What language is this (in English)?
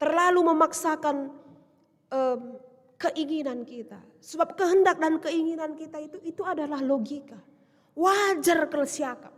Batak Karo